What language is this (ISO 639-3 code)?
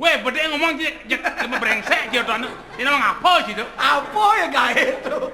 ban